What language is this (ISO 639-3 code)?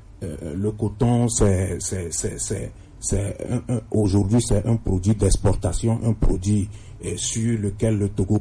fra